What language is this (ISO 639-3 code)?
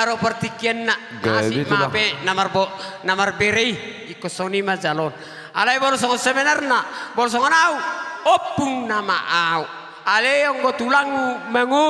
bbc